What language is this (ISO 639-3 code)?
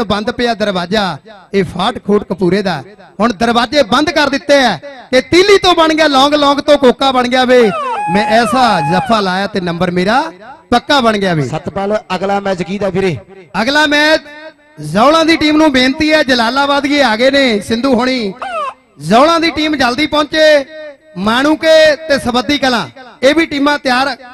pan